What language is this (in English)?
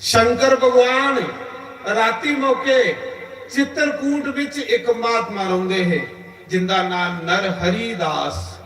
Dogri